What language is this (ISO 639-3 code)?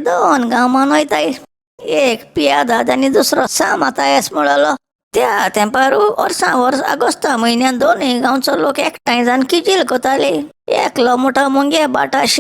kok